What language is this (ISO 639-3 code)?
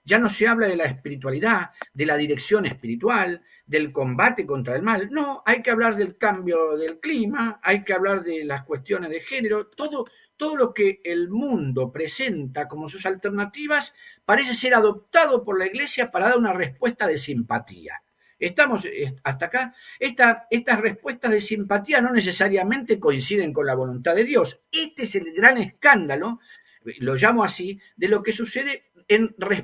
spa